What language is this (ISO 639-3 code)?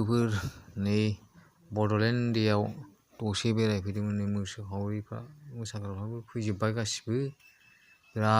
brx